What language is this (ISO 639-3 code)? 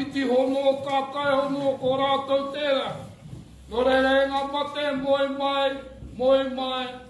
mri